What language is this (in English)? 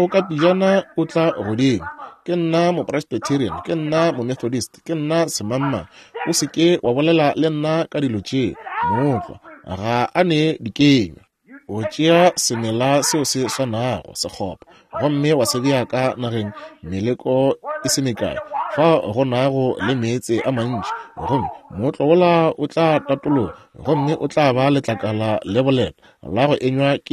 Northern Sotho